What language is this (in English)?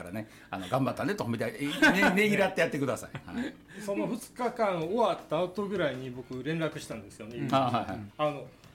Japanese